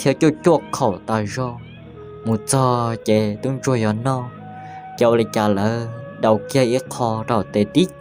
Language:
Hmong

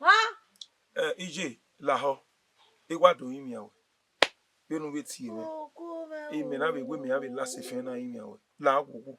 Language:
Bini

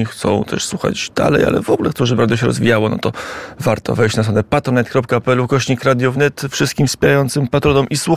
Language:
Polish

